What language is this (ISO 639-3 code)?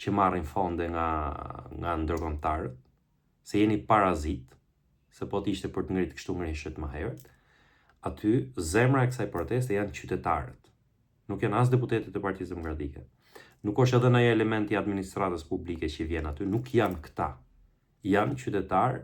sqi